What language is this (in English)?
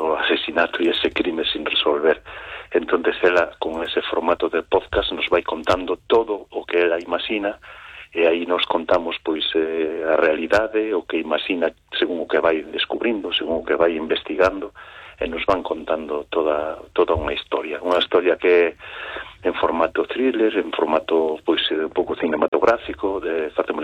Galician